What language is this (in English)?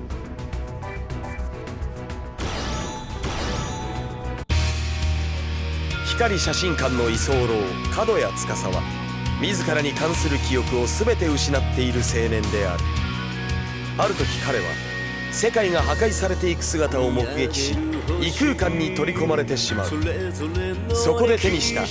Japanese